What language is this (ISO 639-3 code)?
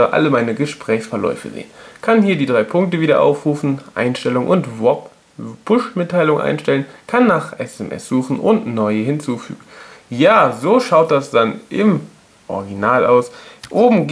deu